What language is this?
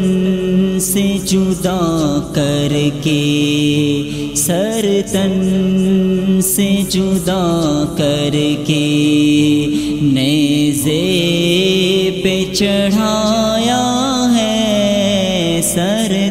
Urdu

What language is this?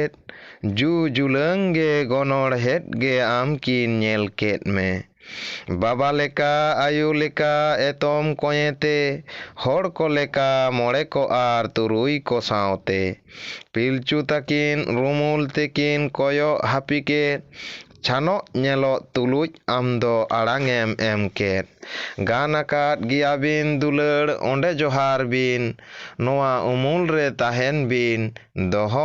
Santali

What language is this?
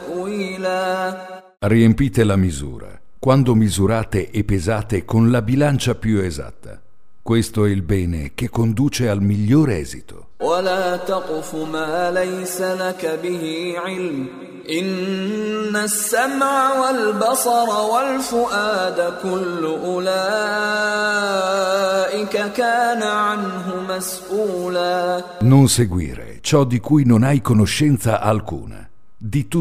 Italian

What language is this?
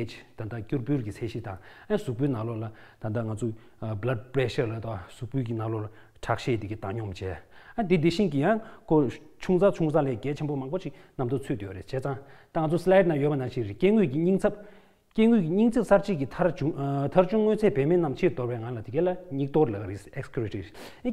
Tibetan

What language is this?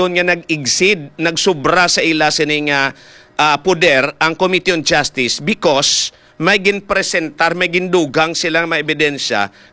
Hiligaynon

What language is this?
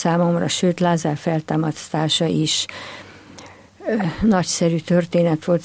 Hungarian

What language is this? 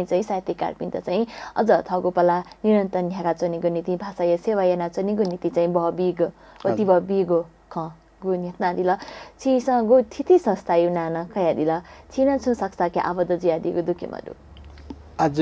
Newari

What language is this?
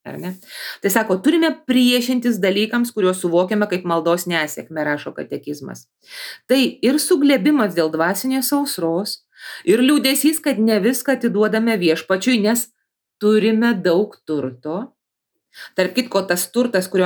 Lithuanian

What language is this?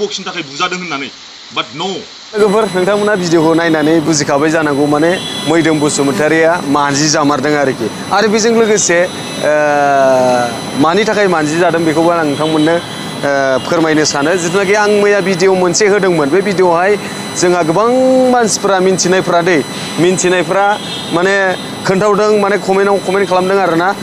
Bodo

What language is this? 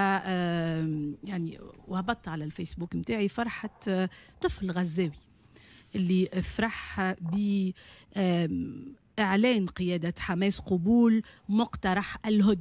Tunisian Arabic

